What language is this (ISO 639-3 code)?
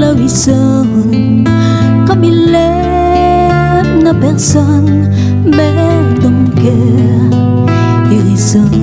rcf